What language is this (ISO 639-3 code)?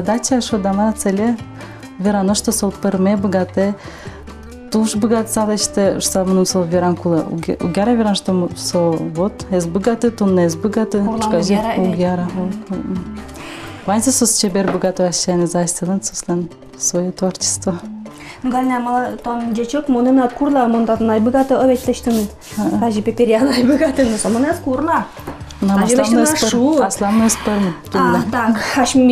udm